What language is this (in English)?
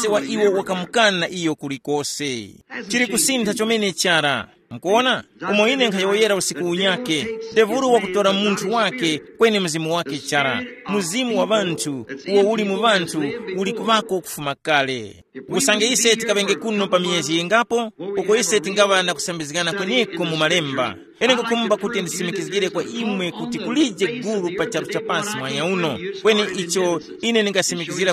Tumbuka